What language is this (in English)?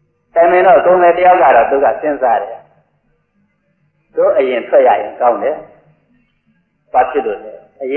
Burmese